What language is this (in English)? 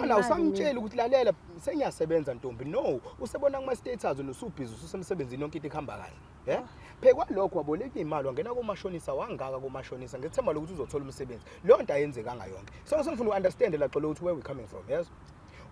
Zulu